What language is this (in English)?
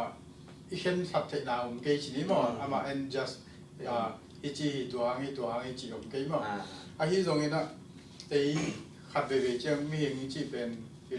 Tedim Chin